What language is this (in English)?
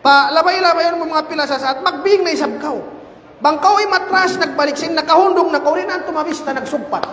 Tausug